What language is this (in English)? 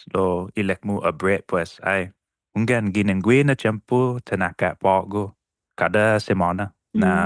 Chamorro